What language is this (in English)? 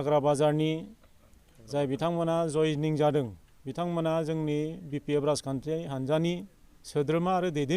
Bodo